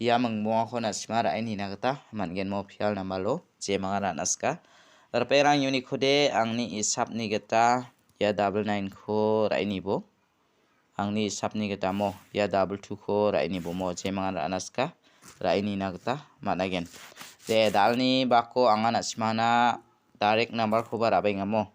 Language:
Garo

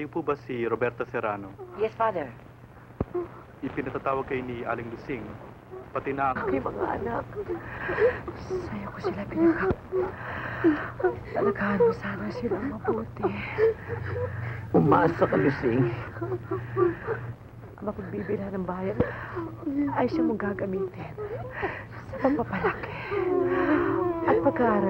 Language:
Filipino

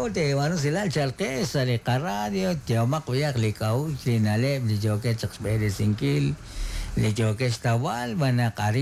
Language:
Kekchí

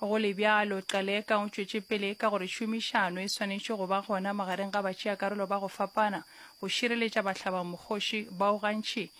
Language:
Northern Sotho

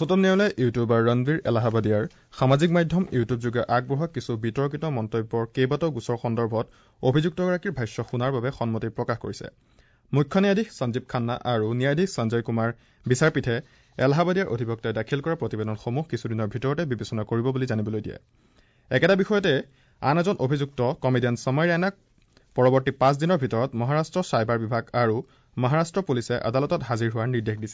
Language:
Assamese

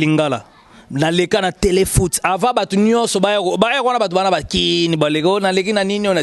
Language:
Lingala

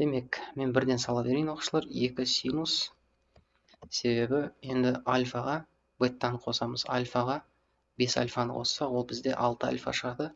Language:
Kazakh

